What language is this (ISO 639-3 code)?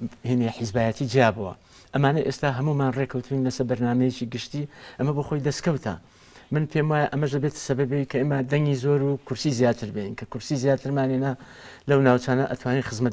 ckb